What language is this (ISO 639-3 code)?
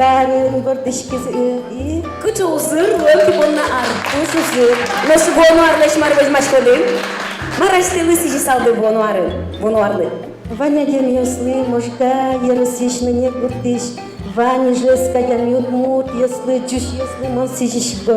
udm